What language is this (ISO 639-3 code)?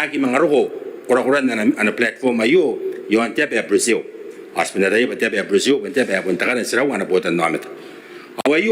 gil